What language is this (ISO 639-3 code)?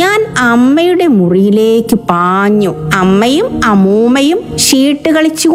mal